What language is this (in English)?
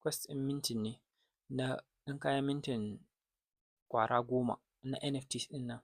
Hausa